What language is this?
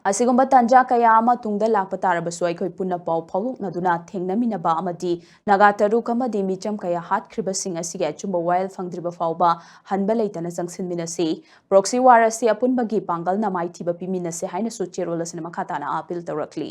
Manipuri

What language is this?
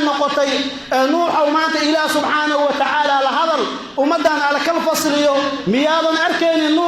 Somali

